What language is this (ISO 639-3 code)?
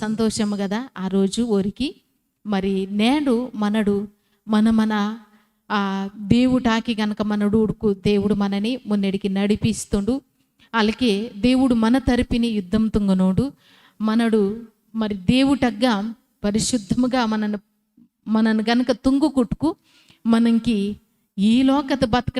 kff